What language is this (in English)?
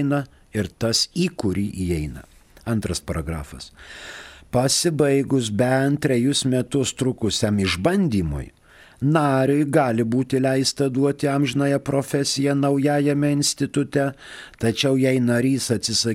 Lithuanian